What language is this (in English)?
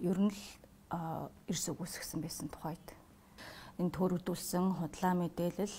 Mongolian